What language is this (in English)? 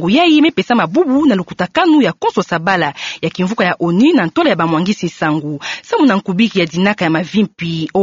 Kituba (Democratic Republic of Congo)